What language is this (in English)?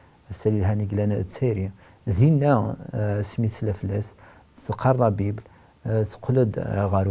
Kabyle